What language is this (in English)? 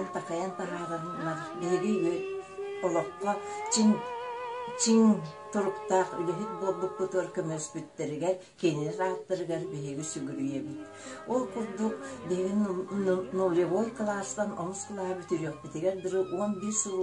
Yakut